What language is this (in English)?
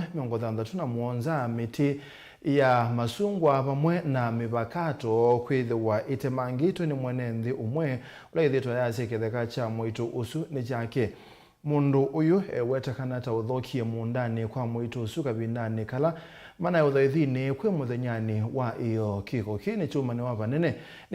Kamba